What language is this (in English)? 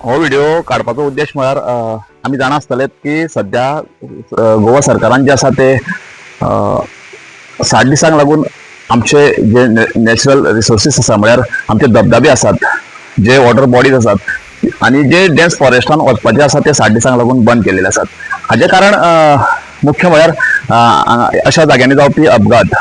Konkani